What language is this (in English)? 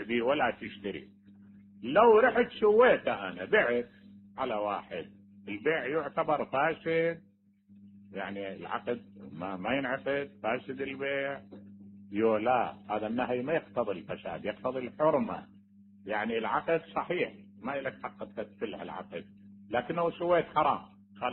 Mesopotamian Arabic